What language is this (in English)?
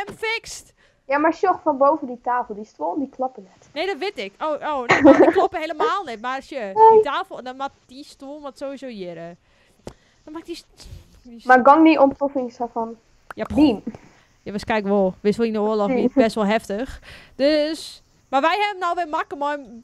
Western Frisian